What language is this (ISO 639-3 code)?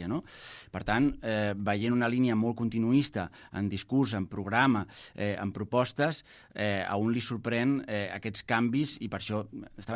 cat